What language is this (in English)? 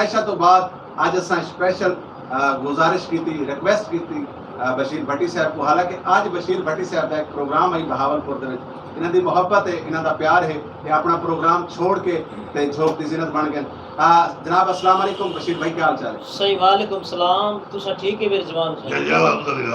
Saraiki